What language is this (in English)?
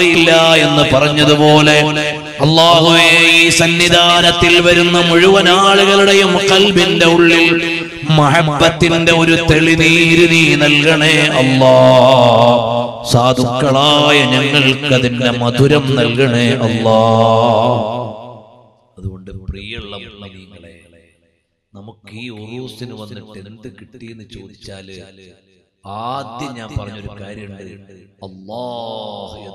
Malayalam